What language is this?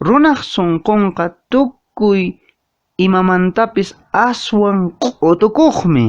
Quechua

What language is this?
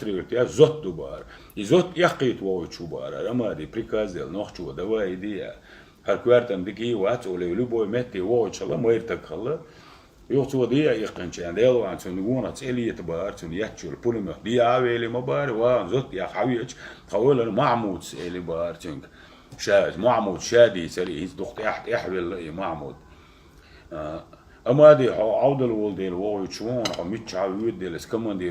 Chechen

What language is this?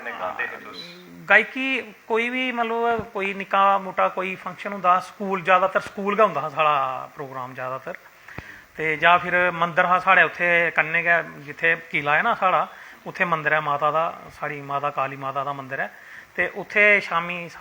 Dogri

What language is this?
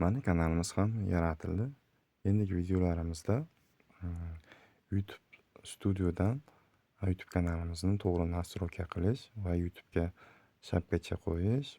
Uzbek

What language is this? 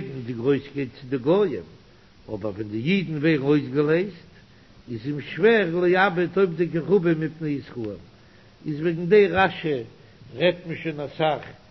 Yiddish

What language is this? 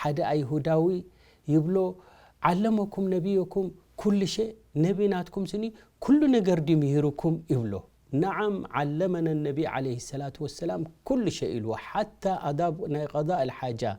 Tigrinya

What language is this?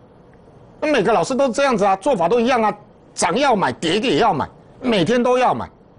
Chinese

